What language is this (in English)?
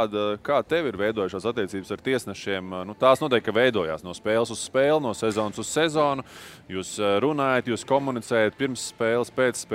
Latvian